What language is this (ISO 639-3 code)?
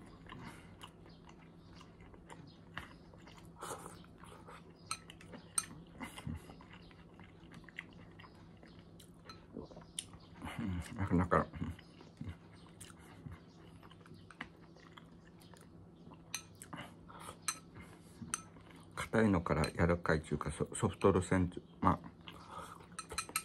jpn